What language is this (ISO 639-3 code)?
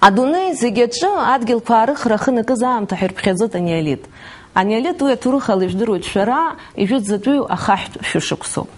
abk